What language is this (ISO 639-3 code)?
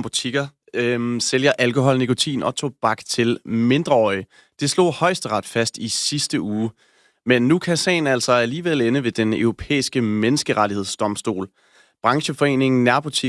dan